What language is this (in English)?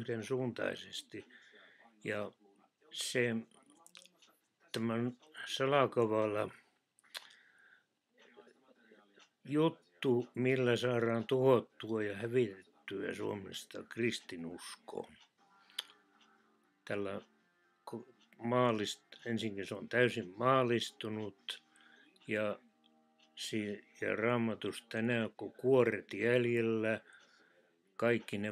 Finnish